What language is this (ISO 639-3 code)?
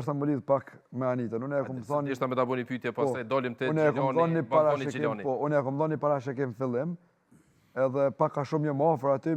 sqi